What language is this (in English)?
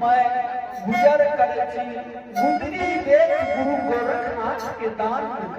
Maithili